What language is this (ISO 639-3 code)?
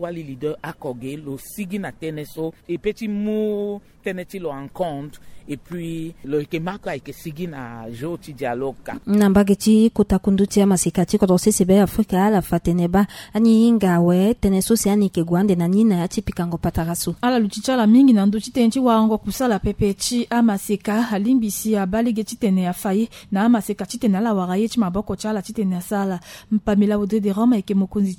sag